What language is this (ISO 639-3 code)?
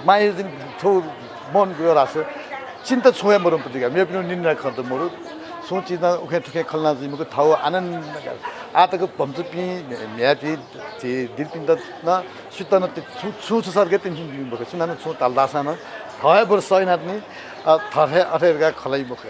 new